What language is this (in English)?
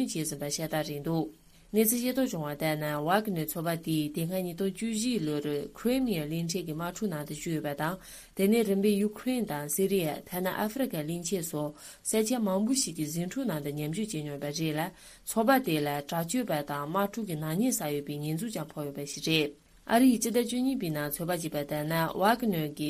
Tibetan